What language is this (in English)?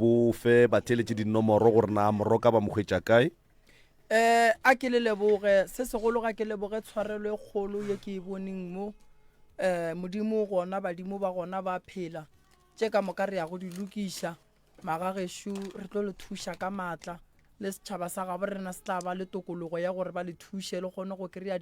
Northern Sotho